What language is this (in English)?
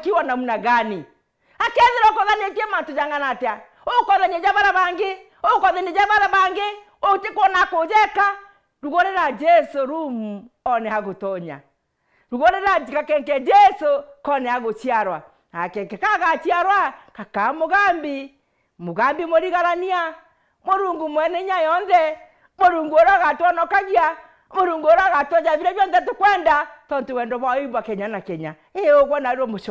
Meru